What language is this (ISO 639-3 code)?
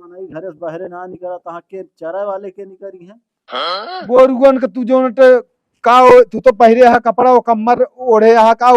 awa